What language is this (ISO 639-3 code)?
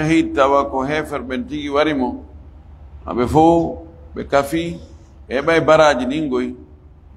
ful